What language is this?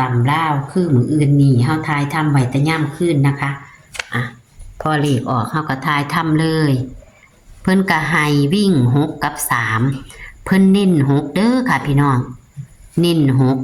Northeastern Thai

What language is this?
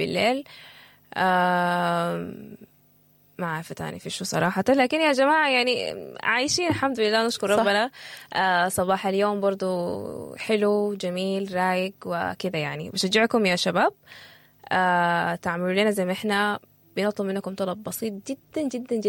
Sudanese Arabic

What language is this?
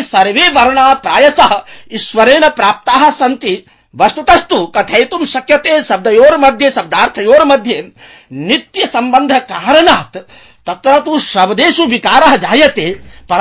Sanskrit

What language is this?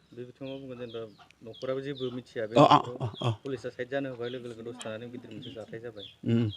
Bodo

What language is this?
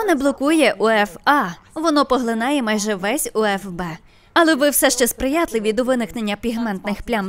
Ukrainian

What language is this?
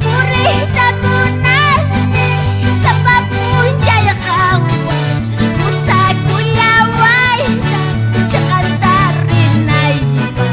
South Bolivian Quechua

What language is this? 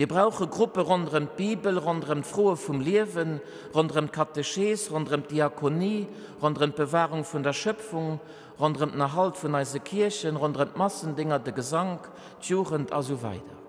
Luxembourgish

